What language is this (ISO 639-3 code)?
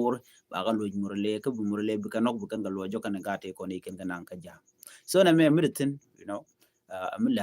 nus